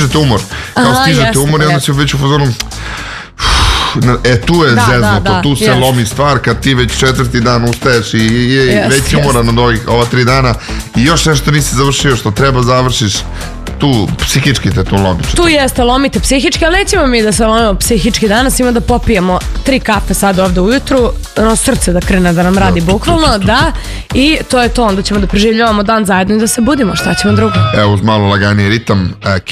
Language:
Serbian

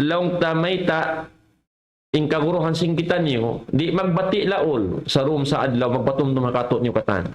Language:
Tausug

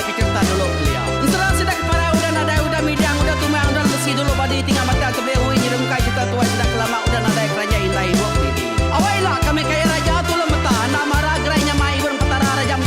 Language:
Iban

